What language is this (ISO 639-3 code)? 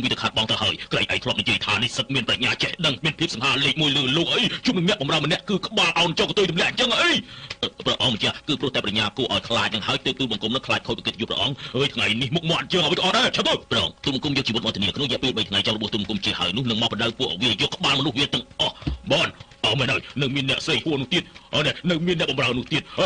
khm